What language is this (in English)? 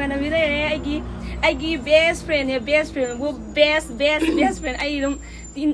Manipuri